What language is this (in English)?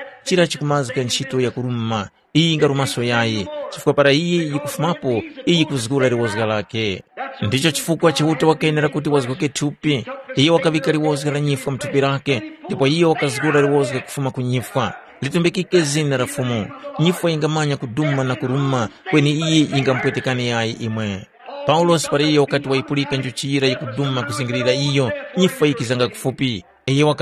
Tumbuka